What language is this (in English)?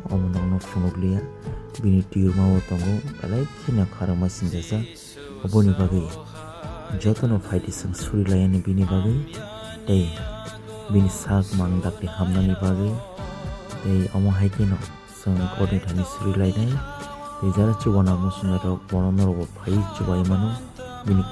Kok Borok